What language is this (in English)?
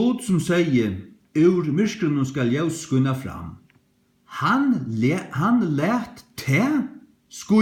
Faroese